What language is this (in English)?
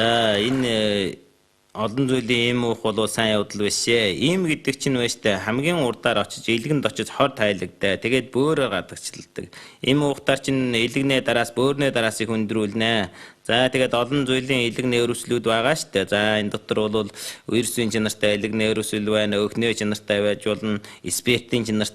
Mongolian